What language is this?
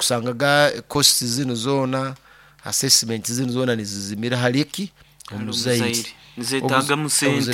Nyoro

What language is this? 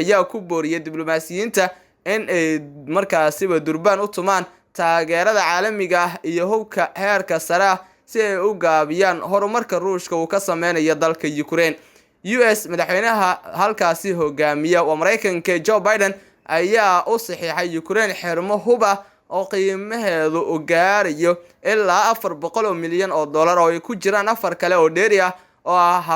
Somali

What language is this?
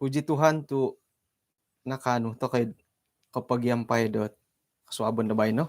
Central Dusun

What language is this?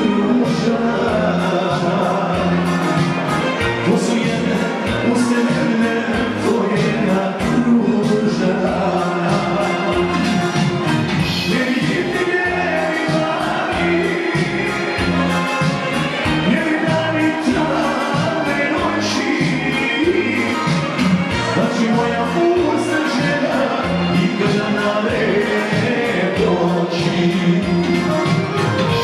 Croatian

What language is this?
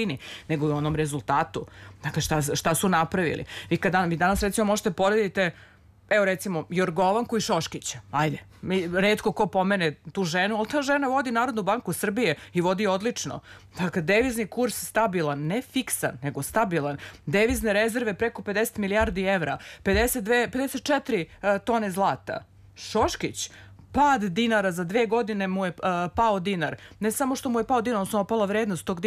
Serbian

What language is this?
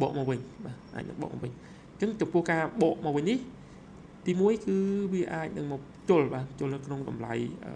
Khmer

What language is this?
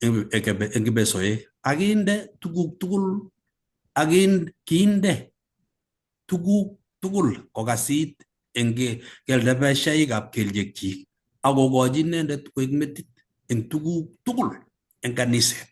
Kalenjin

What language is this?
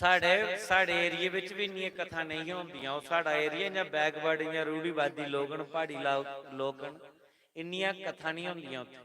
Dogri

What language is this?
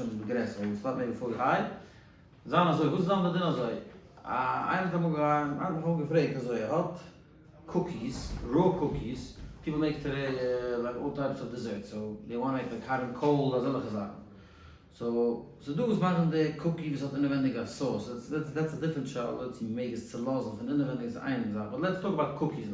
Yiddish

